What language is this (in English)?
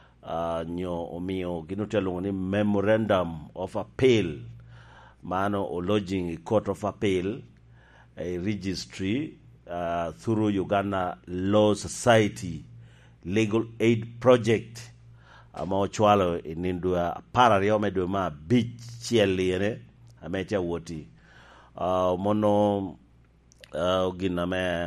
Lango (Uganda)